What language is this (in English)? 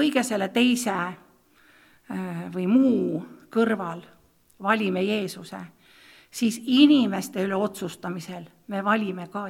Estonian